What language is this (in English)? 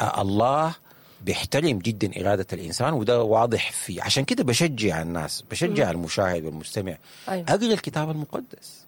Sudanese Arabic